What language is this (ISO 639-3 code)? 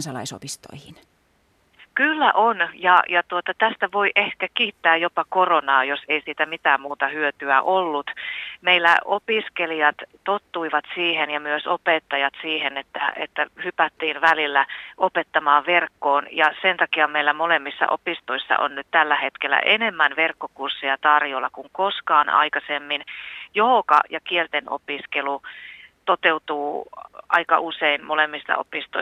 fin